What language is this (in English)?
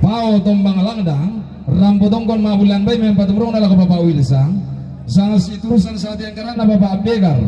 Toraja-Sa'dan